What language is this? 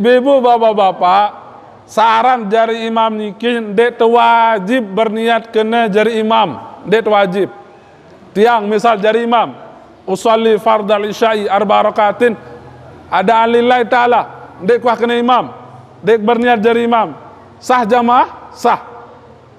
Sasak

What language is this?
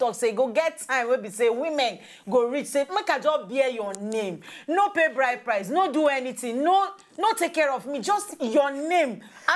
Nigerian Pidgin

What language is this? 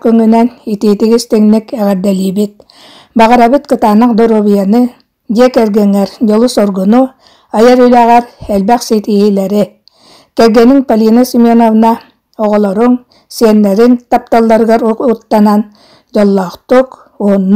Yakut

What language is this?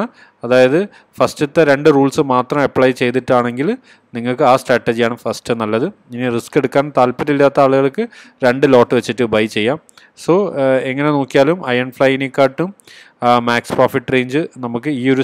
Malayalam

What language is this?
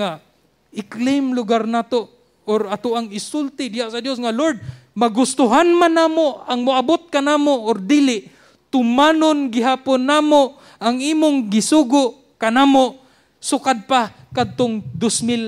Cebuano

